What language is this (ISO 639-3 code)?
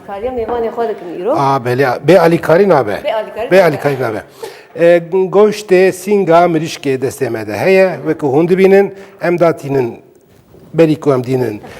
kur